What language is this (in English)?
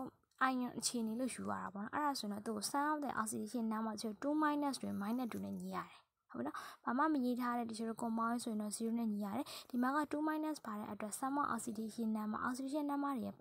Burmese